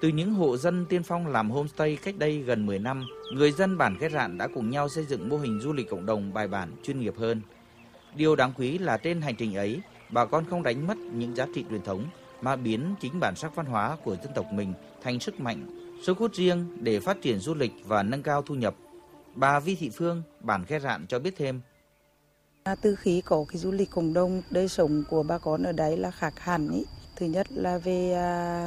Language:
Vietnamese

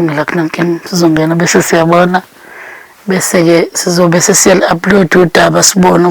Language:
Zulu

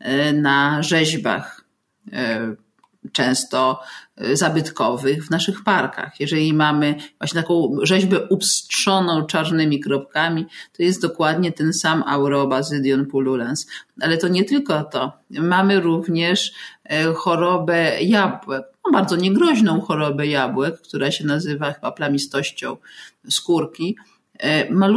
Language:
Polish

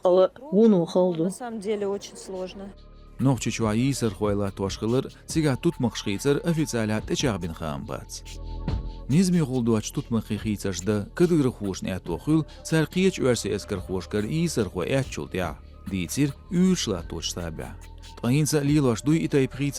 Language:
Chechen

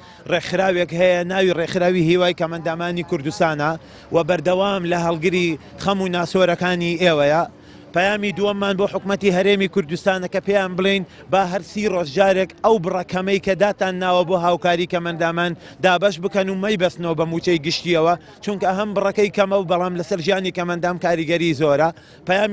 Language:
Central Kurdish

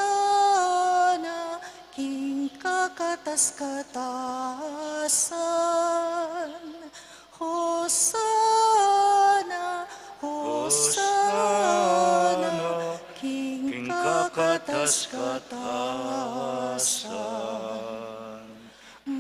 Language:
Pampanga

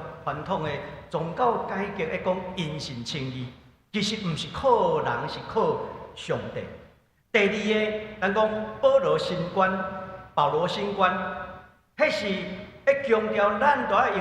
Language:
Min Nan Chinese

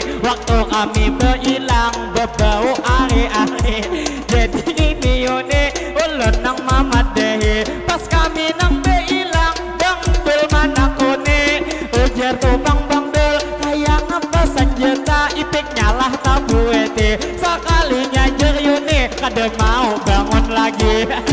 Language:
Banjar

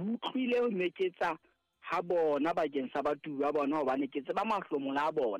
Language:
Southern Sotho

